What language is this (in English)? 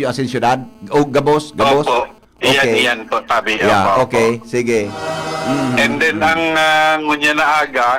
Bikol